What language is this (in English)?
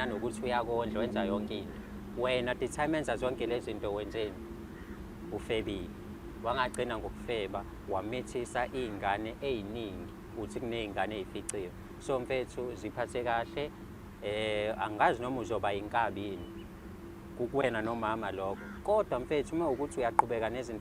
Zulu